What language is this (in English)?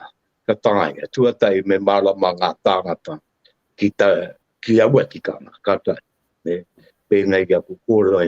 Māori